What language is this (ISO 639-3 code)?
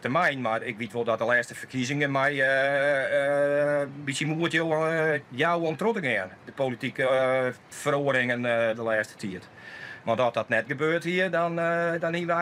fry